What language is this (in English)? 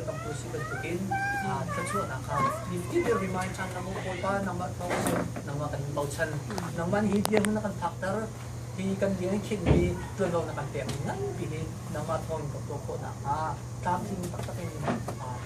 Hakha Chin